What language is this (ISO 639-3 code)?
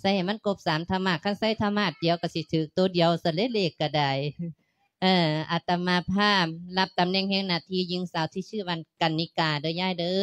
lao